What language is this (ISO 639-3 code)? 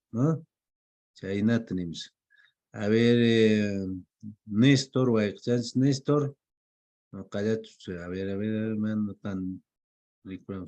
que